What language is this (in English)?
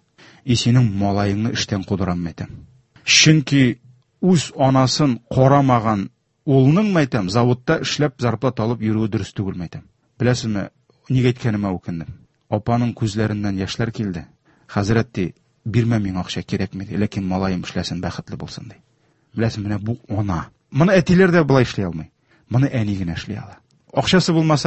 Tatar